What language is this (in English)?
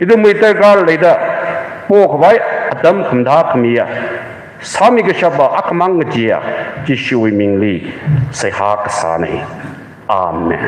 Tangkhul Naga (India)